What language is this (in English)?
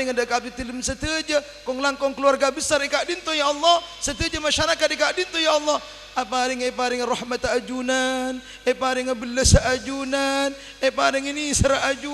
Madurese